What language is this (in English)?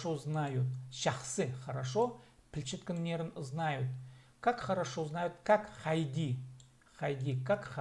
Khakas